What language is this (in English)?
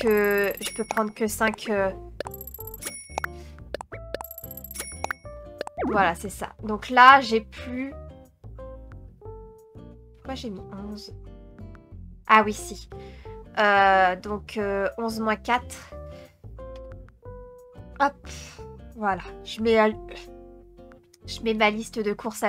French